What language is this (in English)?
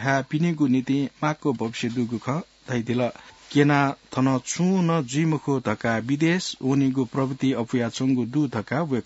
Newari